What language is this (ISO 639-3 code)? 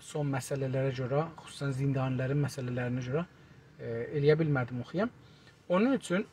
azb